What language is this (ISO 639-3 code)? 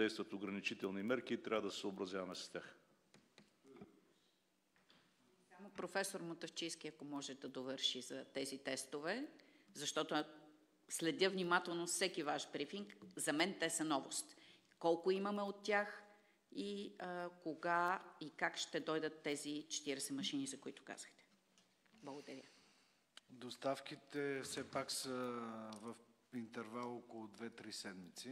bul